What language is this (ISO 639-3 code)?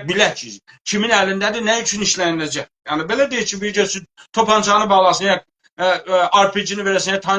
azb